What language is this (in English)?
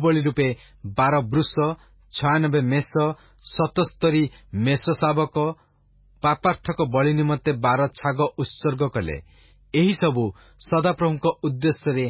Odia